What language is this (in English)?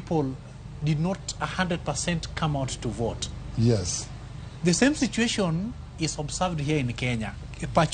Luo (Kenya and Tanzania)